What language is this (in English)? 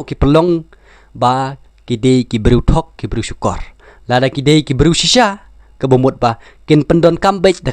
Khasi